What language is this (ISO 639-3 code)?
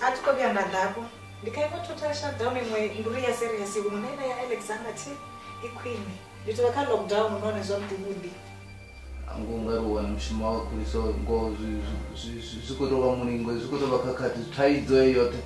ven